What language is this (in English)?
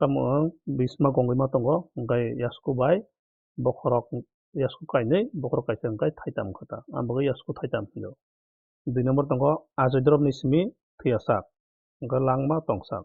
Kok Borok